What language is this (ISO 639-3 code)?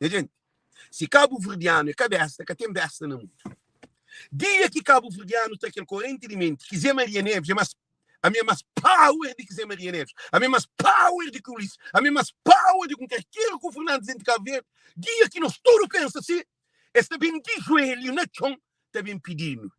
kea